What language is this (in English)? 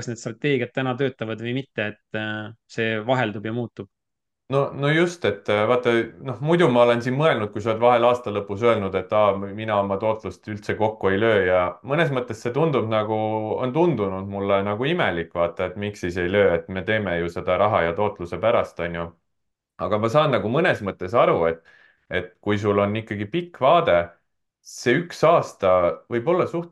Estonian